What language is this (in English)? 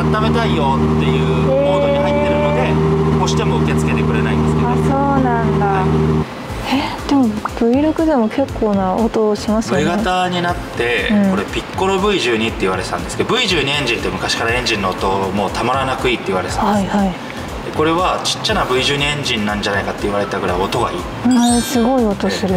Japanese